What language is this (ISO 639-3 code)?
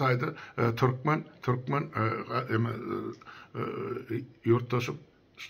tuk